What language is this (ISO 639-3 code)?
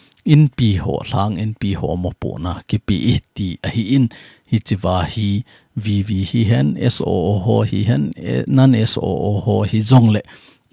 tcz